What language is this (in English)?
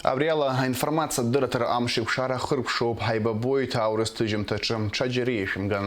Abkhazian